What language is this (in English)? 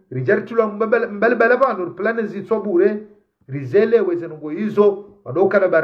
Ngazidja Comorian